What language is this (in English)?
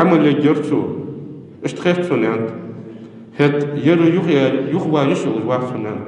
Ingush